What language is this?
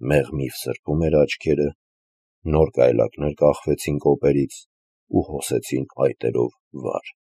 Armenian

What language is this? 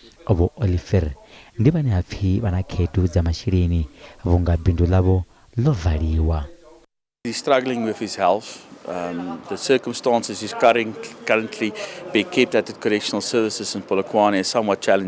Venda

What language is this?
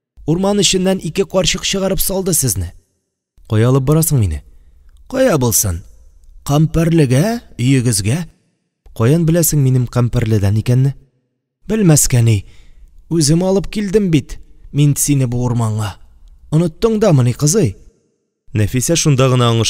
Tatar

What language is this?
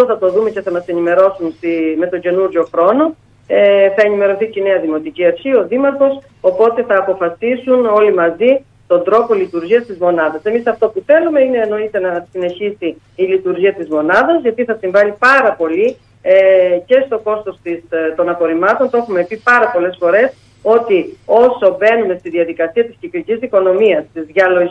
Greek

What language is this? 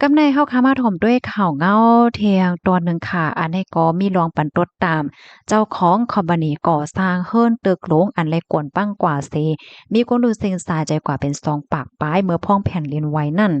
Shan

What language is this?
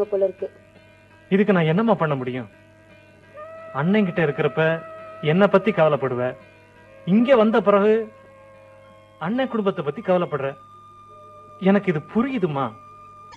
Tamil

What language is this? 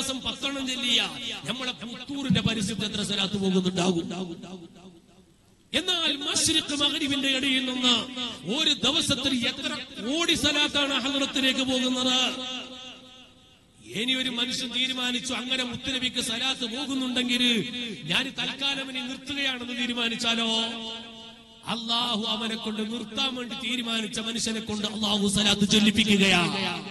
Malayalam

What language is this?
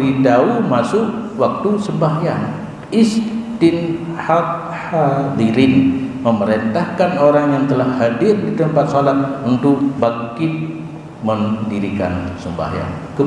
Achinese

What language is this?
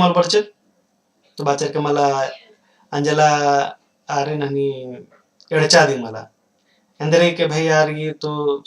Kurukh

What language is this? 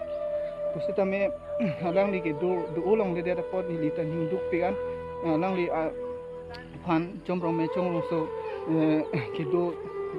Karbi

